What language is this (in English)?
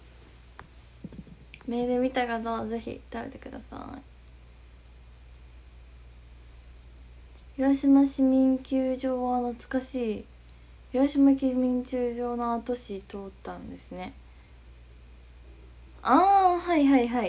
Japanese